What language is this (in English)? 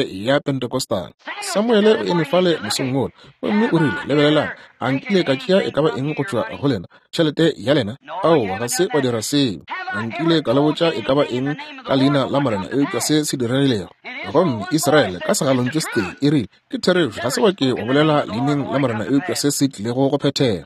Northern Sotho